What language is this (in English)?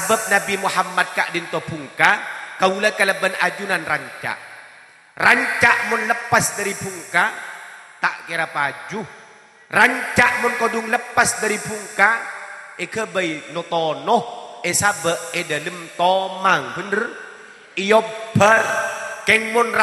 Madurese